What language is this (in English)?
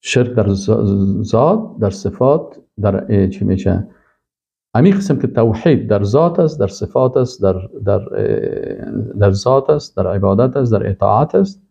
Persian